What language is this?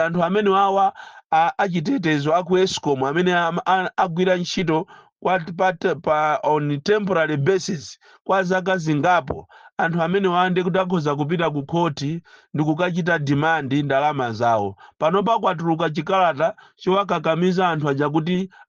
Nyanja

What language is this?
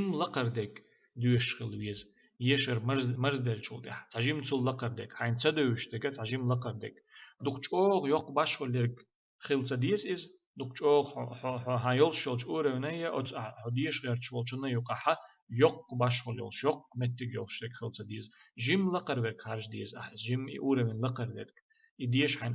Chechen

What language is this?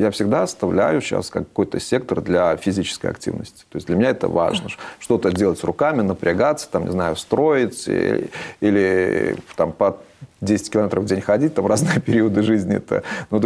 Russian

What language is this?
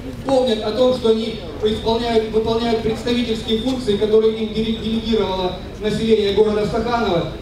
Russian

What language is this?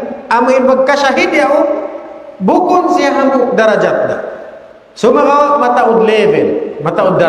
Tausug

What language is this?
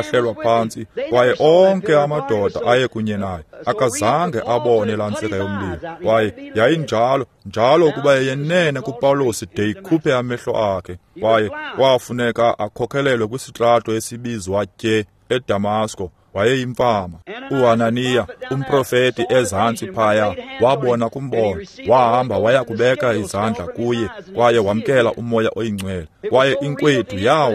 Xhosa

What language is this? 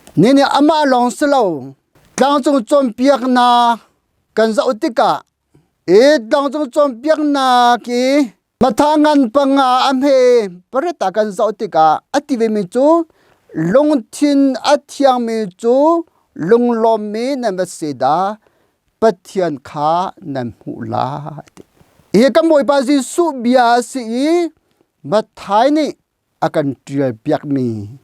Hakha Chin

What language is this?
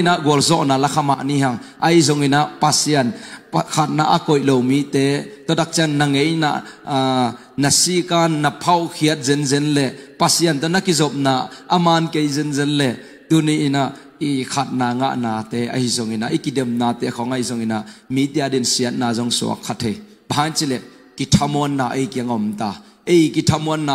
Tedim Chin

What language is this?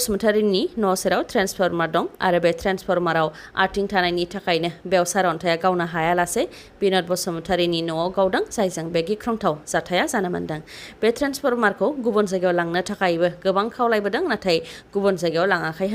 Bodo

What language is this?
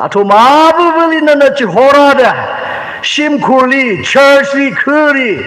Tangkhul Naga (India)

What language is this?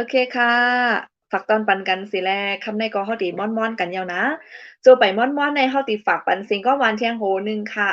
Shan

